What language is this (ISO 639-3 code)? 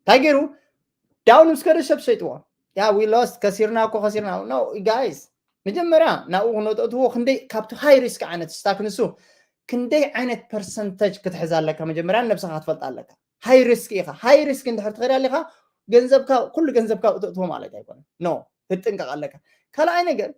tir